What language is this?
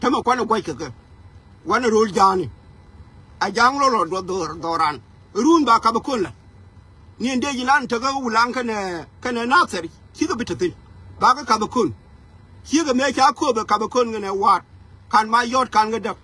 Nuer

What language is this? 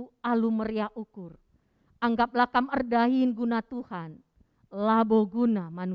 Batak Karo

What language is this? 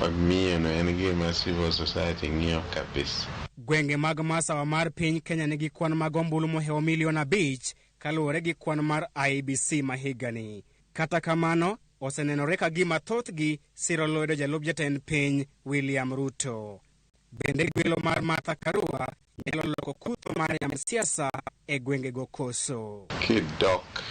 Luo (Kenya and Tanzania)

